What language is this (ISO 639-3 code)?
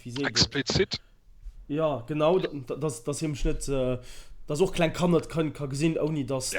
ltz